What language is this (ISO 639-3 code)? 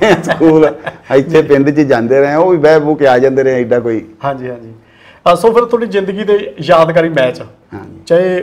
pan